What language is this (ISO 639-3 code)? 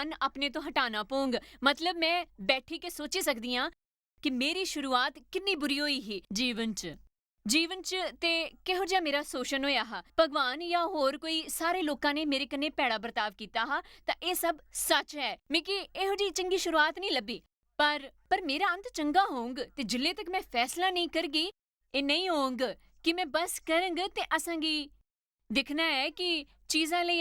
doi